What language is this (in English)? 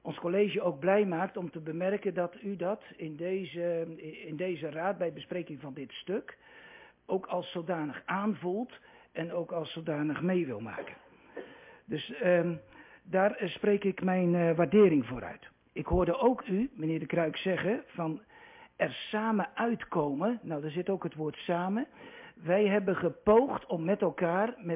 Dutch